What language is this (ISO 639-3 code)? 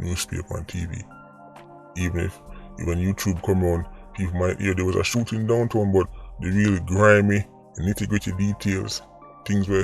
jam